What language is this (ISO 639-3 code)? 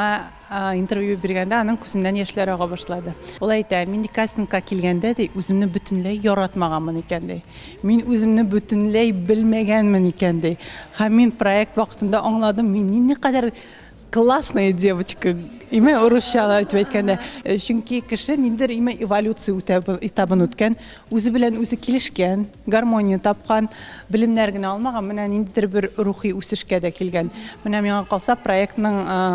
tat